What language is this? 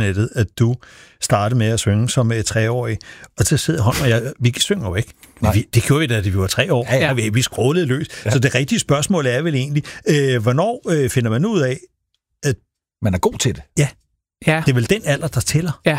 Danish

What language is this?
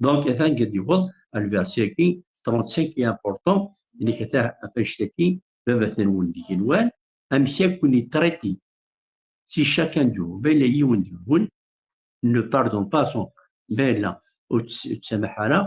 Kabyle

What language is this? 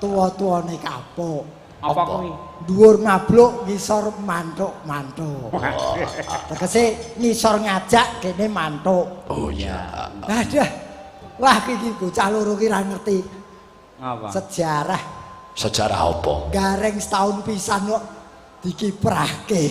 Javanese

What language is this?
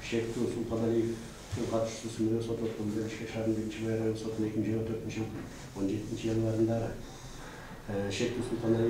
Kyrgyz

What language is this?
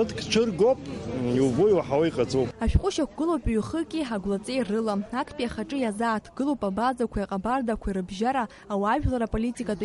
Abkhazian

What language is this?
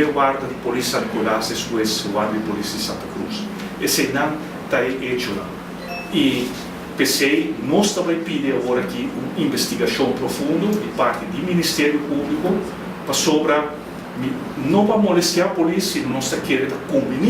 Papiamento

